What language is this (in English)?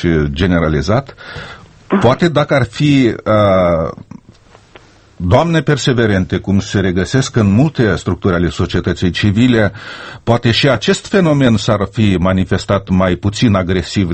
Romanian